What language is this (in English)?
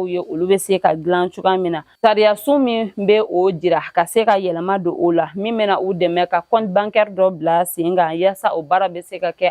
Bambara